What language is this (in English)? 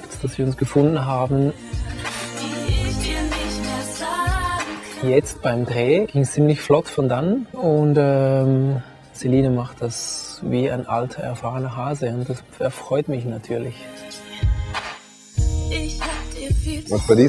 German